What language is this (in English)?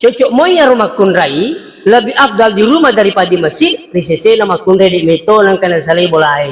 Buginese